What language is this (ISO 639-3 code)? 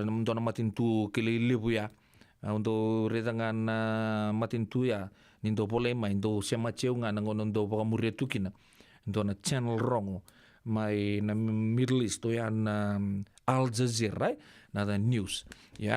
fij